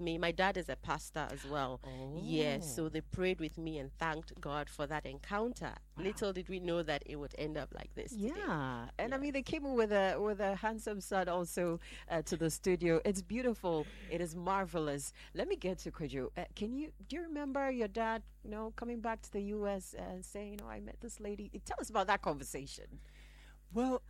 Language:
English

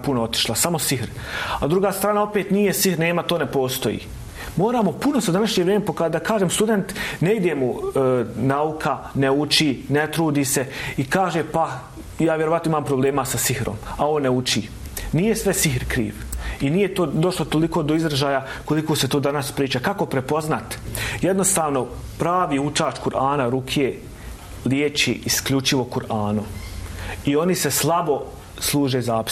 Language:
Bosnian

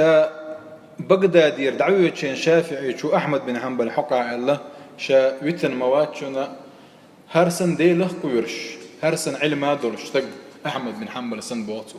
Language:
Chechen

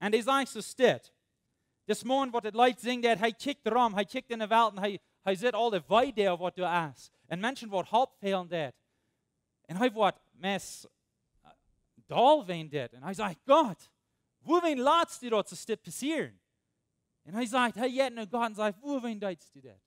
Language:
Plautdietsch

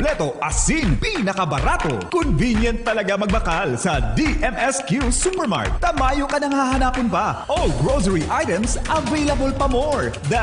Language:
Bikol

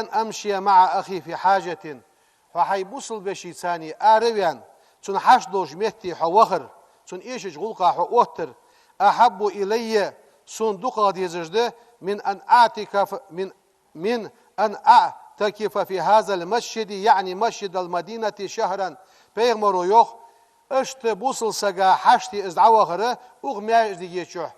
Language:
Ingush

